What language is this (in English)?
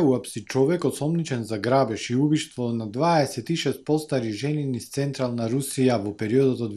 Macedonian